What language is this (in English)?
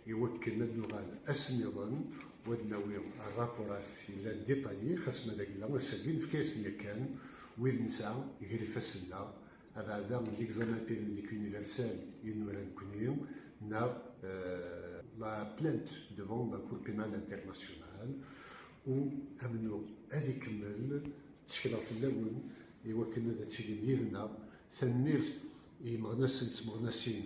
Kabyle